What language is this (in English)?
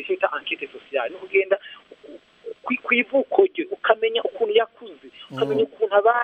Kinyarwanda